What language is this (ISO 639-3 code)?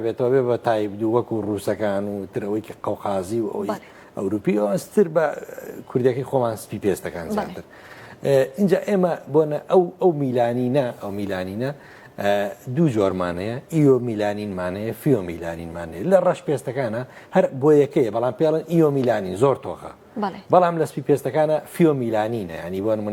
ckb